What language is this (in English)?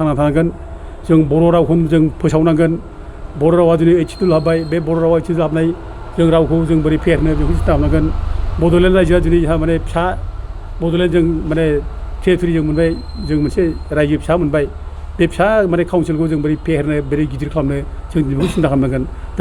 Bodo